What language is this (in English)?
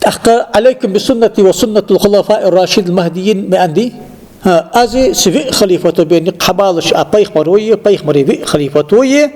Ingush